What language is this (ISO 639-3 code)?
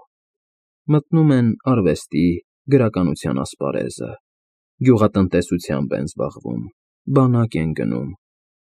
hye